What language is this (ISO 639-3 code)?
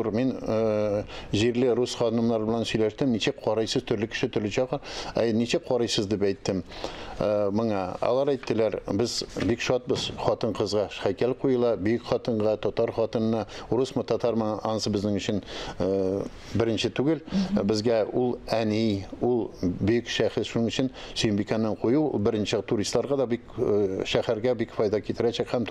tat